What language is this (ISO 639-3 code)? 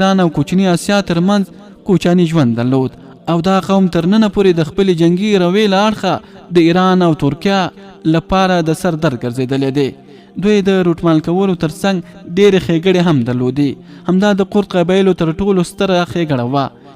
pus